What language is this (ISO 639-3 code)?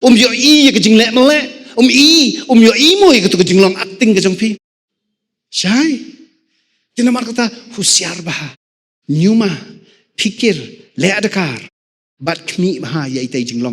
kha